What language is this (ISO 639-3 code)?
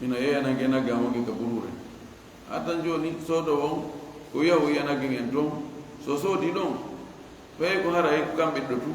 ful